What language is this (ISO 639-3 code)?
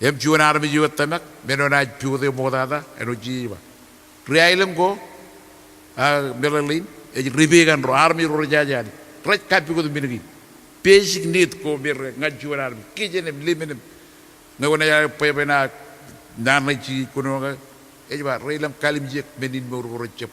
mah